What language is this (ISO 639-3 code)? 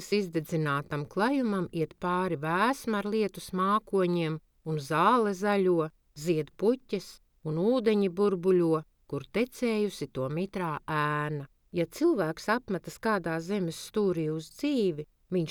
lav